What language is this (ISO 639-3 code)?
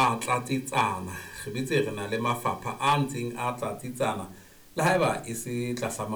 sot